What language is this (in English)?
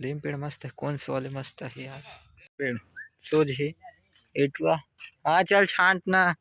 Chhattisgarhi